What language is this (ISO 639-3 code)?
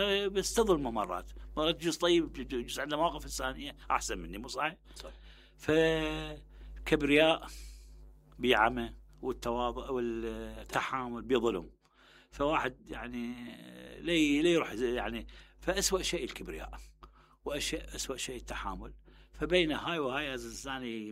acm